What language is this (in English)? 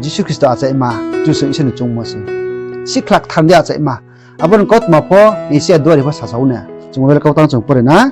Riang (India)